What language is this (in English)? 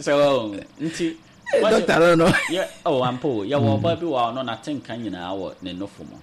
Akan